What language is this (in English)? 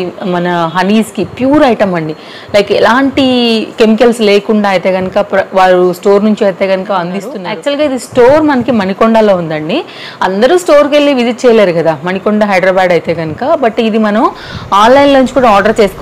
Telugu